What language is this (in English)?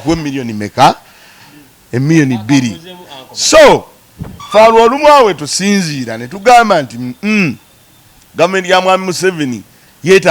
Ganda